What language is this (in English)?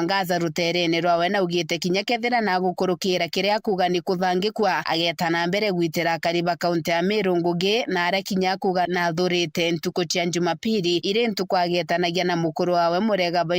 Meru